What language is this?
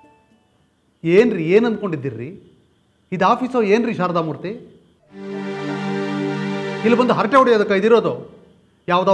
Kannada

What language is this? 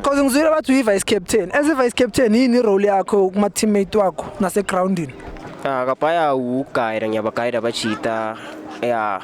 Zulu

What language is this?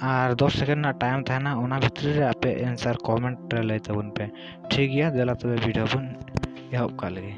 Santali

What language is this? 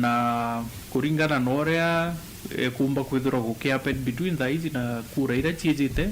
Meru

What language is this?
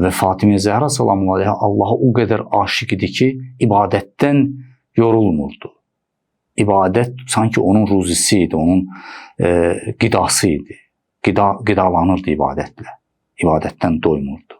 Azerbaijani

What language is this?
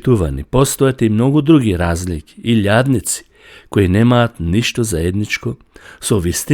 Macedonian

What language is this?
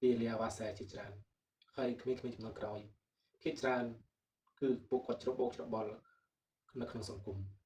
Khmer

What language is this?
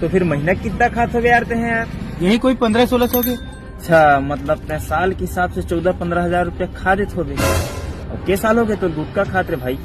Chhattisgarhi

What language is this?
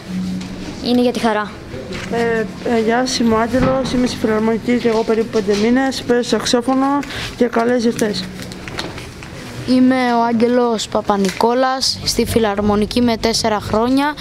Greek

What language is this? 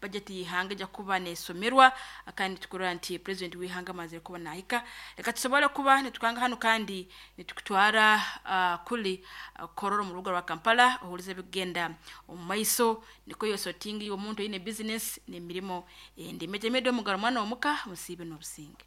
Nyankole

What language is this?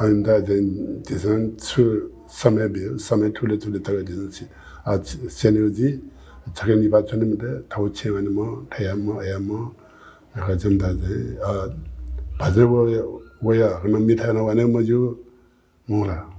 Newari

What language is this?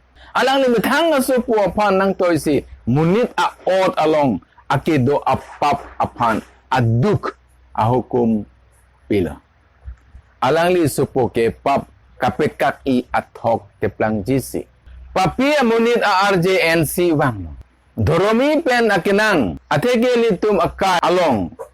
Karbi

